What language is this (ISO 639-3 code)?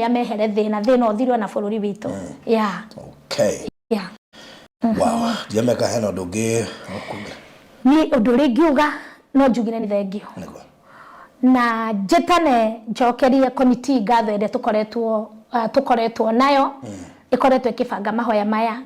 kik